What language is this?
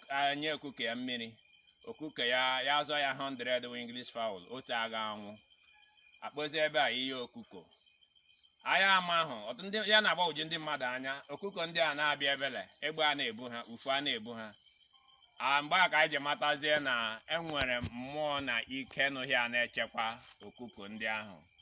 Igbo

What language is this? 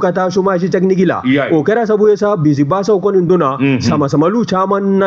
Bambara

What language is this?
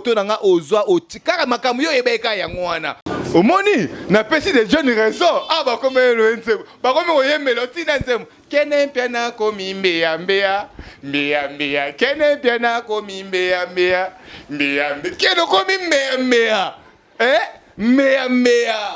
Lingala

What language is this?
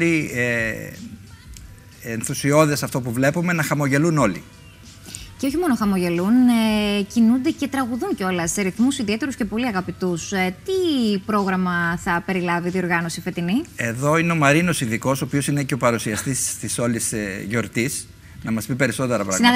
Greek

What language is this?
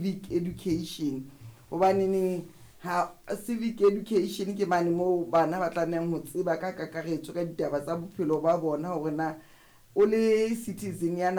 Southern Sotho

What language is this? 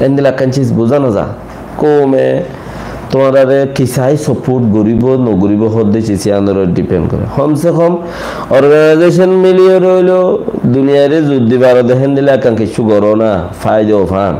Rohingya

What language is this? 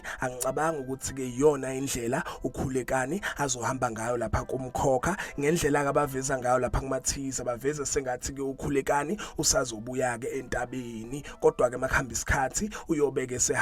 Zulu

